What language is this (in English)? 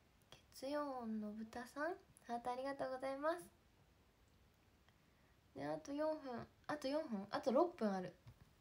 Japanese